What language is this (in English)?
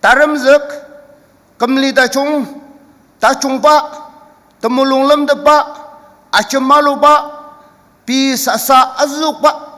Ao Naga